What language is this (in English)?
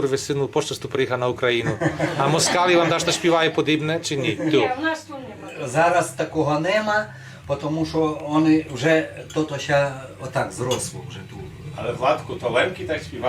Rusyn